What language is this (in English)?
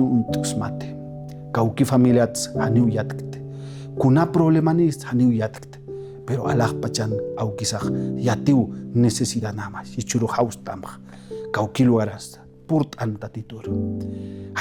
Aymara